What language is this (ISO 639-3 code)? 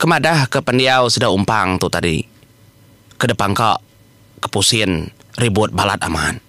iba